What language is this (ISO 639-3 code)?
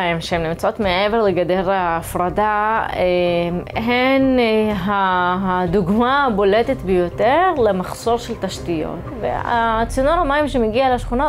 heb